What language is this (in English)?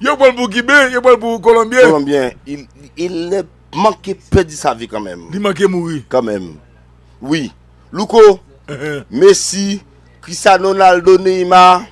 Haitian Creole